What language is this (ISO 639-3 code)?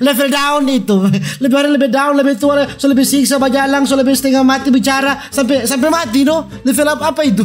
xmm